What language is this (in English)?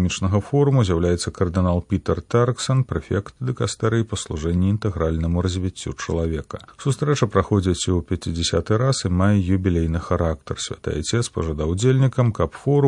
Belarusian